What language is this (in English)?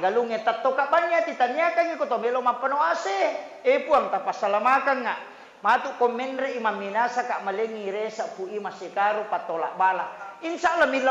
Buginese